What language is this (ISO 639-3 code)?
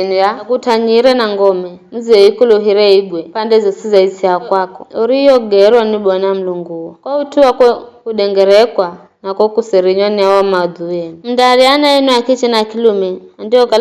nyf